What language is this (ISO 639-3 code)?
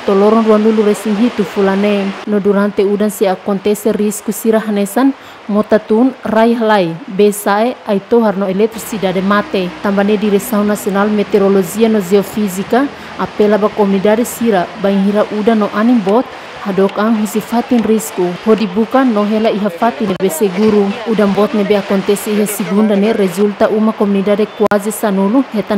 tet